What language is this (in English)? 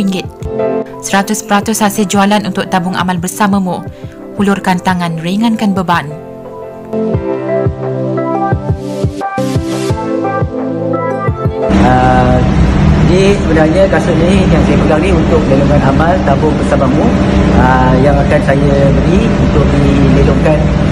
Malay